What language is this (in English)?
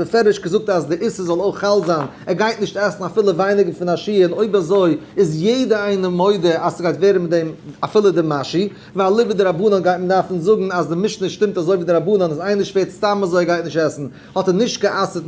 Yiddish